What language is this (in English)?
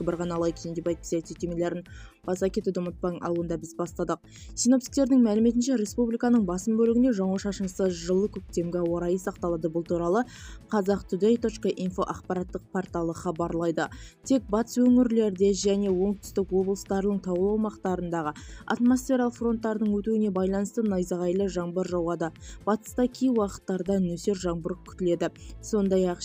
Kazakh